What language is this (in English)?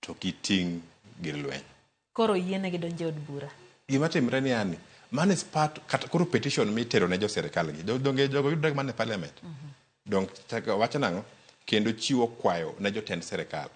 Luo (Kenya and Tanzania)